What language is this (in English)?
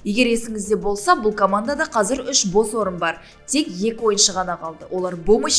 Kazakh